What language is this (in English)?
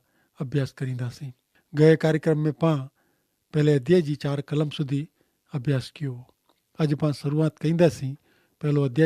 Kachhi